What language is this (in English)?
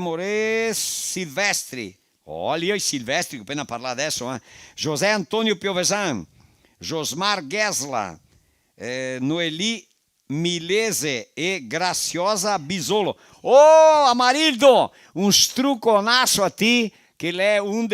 Venetian